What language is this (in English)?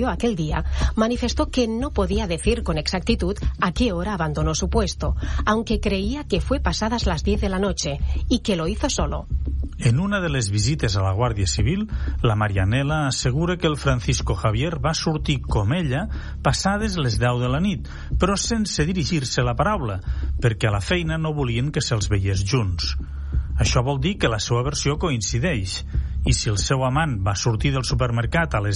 Catalan